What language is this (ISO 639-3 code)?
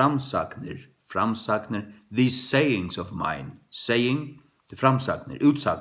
fao